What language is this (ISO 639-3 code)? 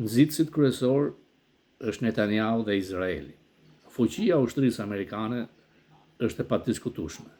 sqi